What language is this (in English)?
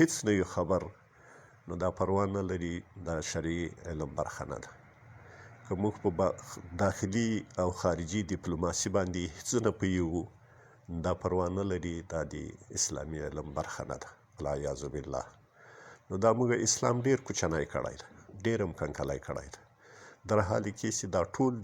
Pashto